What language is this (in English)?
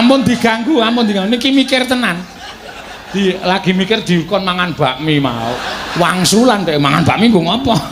Javanese